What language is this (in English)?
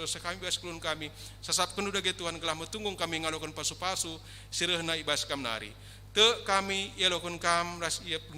Batak Karo